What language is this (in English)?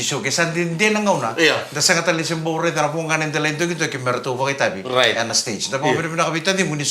Fijian